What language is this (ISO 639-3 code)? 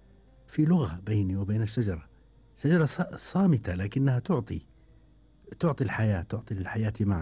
afb